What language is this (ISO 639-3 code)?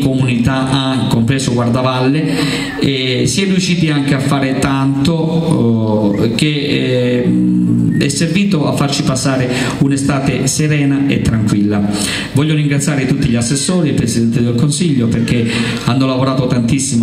ita